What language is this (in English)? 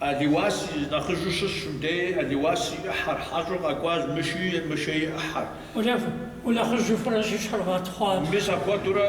Kabardian